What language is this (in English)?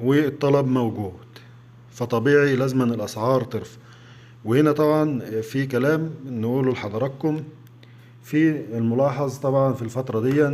Egyptian Arabic